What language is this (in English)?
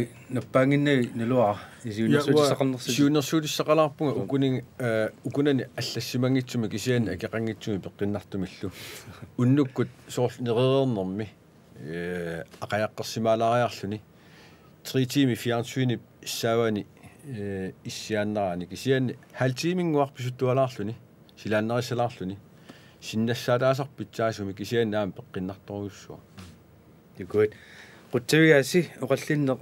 Kalaallisut